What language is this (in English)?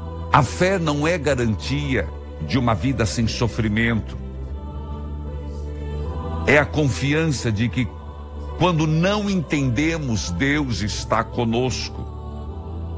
Portuguese